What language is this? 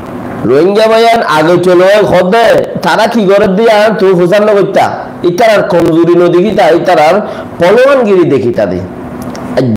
Rohingya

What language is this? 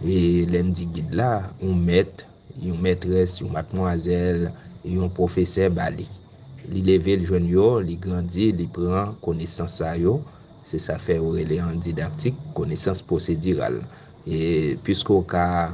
Haitian Creole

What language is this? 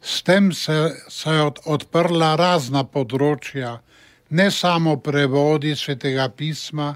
Slovenian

